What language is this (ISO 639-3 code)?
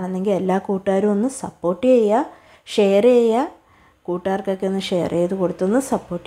mal